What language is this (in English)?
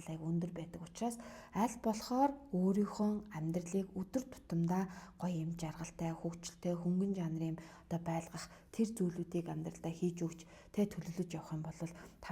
Mongolian